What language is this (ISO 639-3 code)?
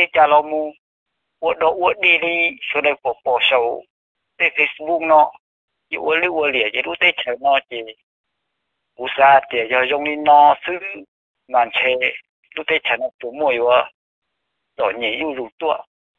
vie